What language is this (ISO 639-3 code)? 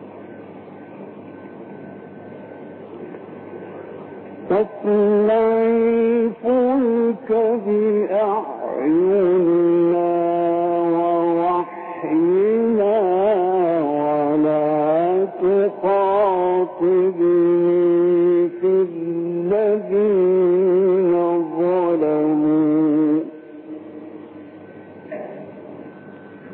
ara